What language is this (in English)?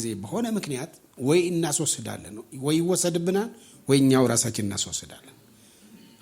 Amharic